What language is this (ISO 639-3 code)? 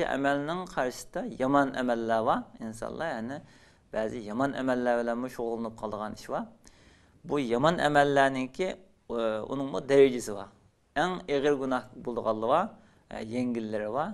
uig